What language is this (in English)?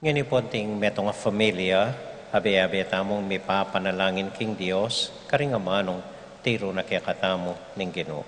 Pampanga